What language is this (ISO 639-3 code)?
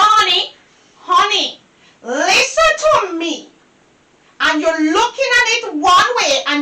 jam